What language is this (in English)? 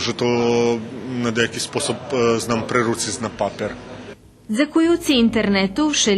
Rusyn